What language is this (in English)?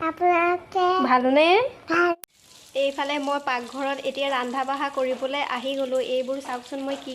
Assamese